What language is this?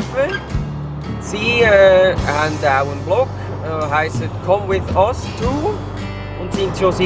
Swiss German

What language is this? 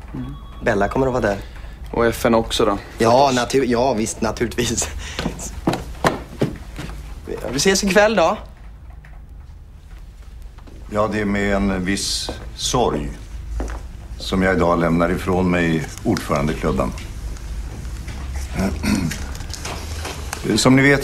Swedish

